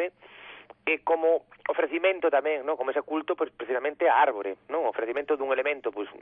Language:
Galician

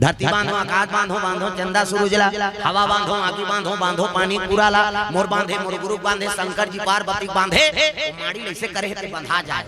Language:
Chhattisgarhi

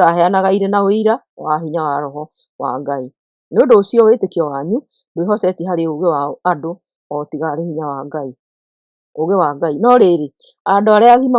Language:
Kikuyu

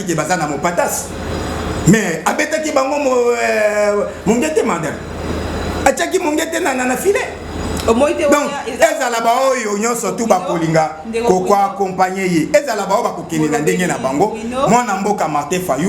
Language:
Lingala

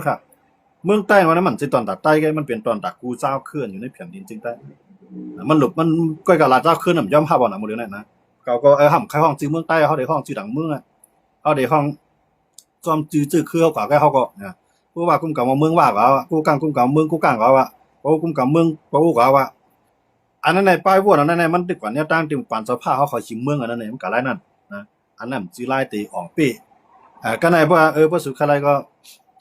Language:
Shan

